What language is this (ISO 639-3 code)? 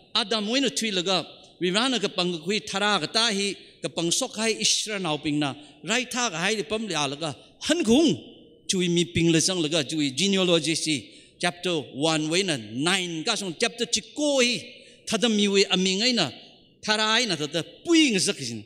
nmf